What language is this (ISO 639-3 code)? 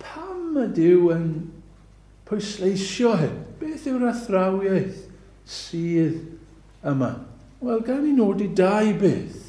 cym